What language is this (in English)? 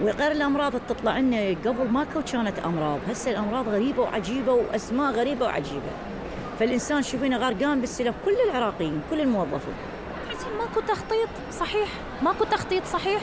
Mesopotamian Arabic